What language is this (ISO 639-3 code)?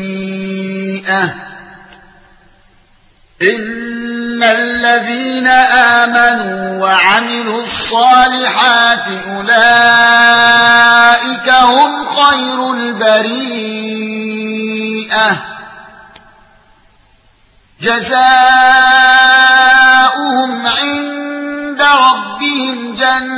ara